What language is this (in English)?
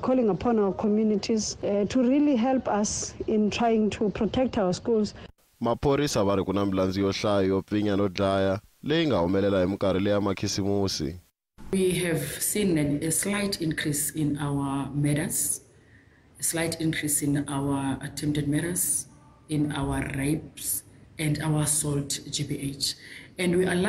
Tsonga